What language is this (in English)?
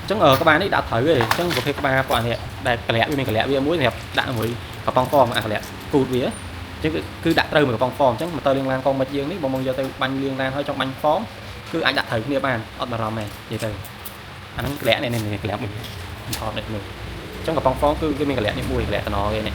Khmer